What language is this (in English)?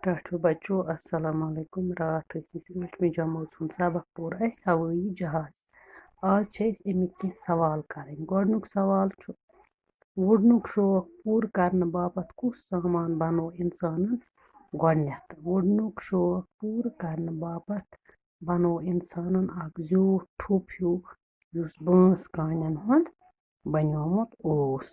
Kashmiri